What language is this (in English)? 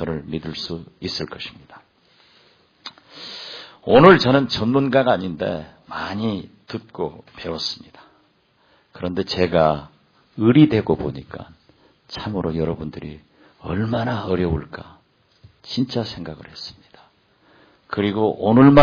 Korean